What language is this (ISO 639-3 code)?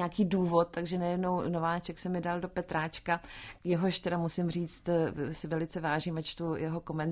ces